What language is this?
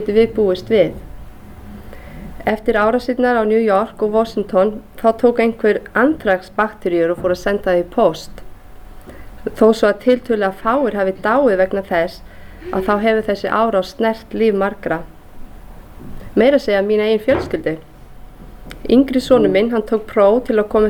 Icelandic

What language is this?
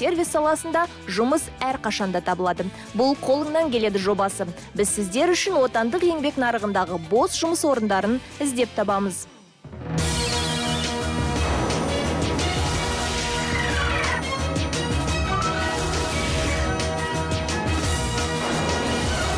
Kazakh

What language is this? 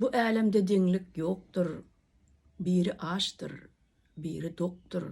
Turkmen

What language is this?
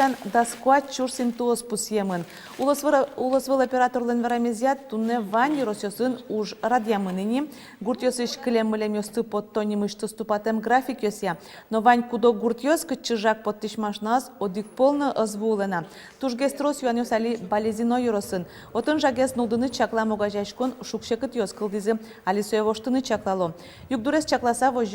Udmurt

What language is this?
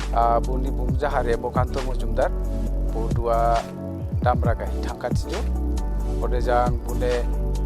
Dimasa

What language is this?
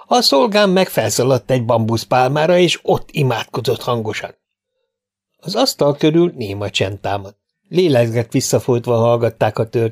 Hungarian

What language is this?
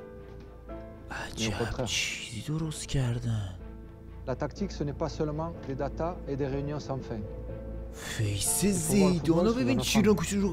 Persian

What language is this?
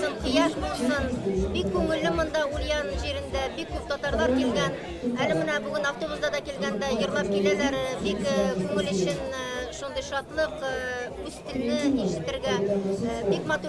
Tatar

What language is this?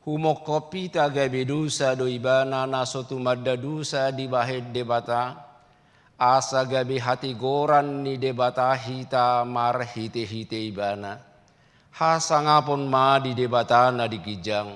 Batak Toba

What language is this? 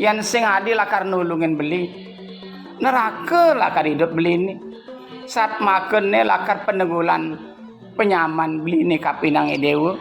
Balinese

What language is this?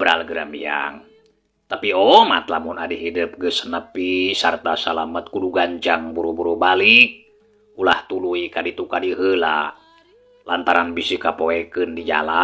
Sundanese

